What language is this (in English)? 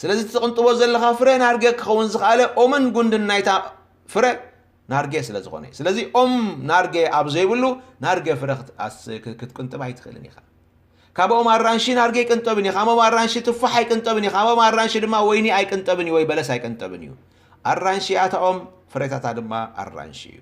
Tigrinya